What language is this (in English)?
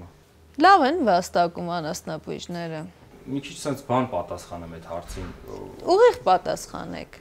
Armenian